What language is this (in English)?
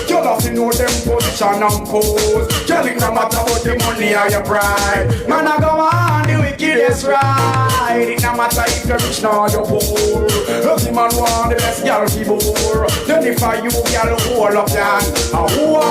Jamaican Creole English